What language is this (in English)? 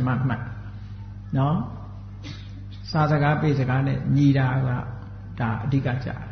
Burmese